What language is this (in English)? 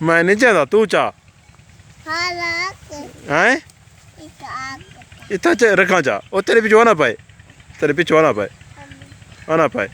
Saraiki